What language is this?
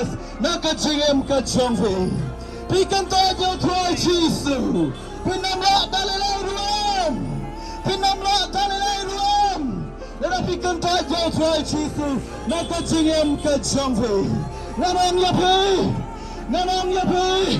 Khasi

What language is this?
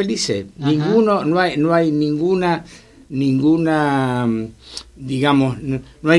Spanish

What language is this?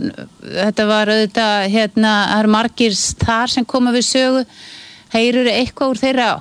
Icelandic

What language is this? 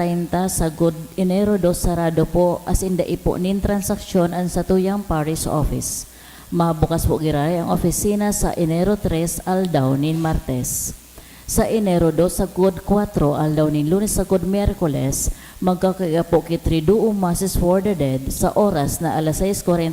Bikol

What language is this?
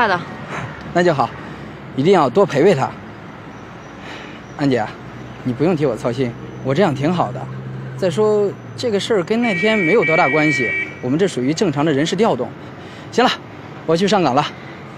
Chinese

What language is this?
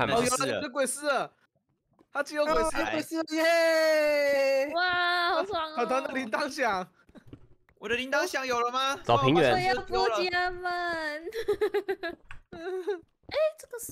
Chinese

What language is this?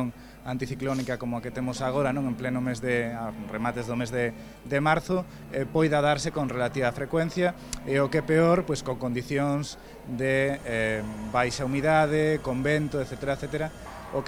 Galician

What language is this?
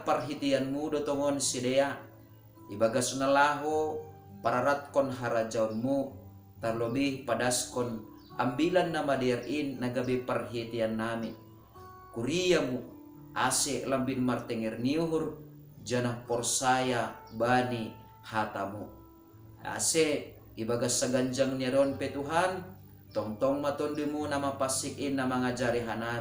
Batak Simalungun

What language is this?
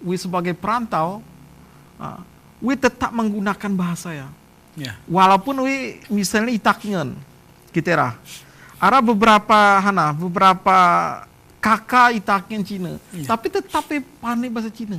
Gayo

